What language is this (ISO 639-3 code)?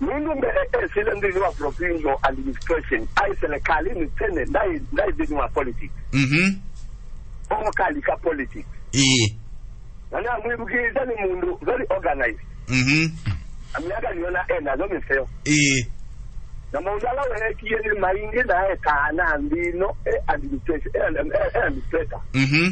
kam